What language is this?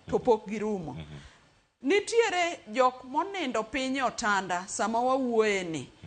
Luo (Kenya and Tanzania)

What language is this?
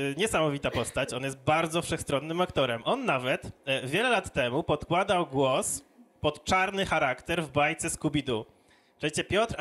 Polish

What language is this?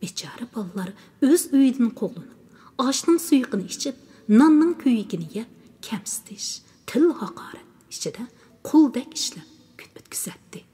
Uyghur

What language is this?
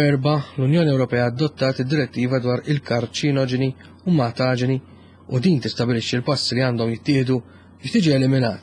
Maltese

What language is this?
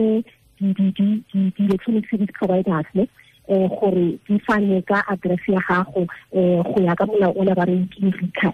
Tswana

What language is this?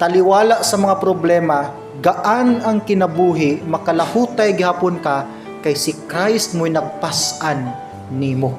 Cebuano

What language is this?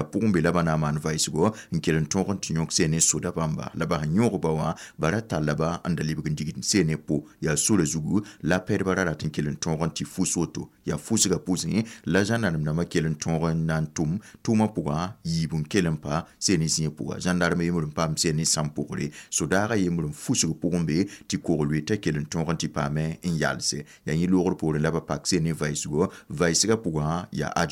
Mossi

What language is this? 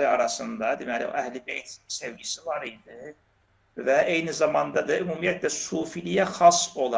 Azerbaijani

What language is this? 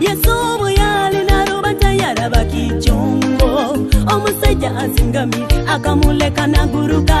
Nyoro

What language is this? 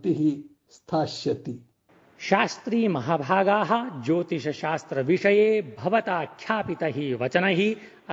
Sanskrit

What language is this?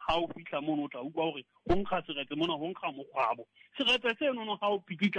Southern Sotho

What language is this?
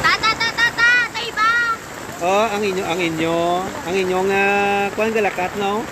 Hiligaynon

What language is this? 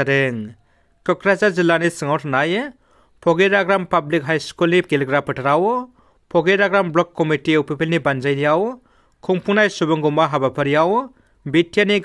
Bodo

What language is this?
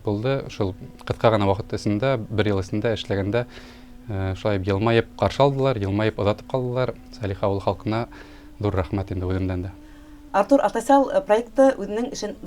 Bashkir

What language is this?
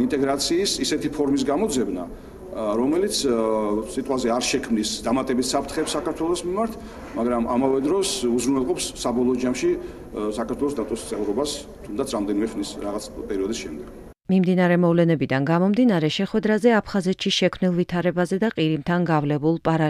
Georgian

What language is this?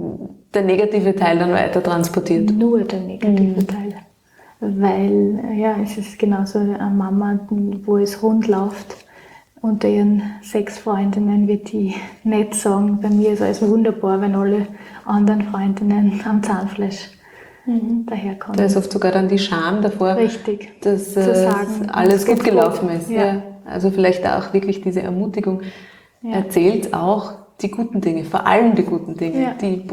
German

